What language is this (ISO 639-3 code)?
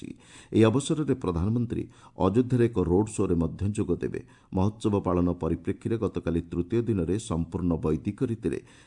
ori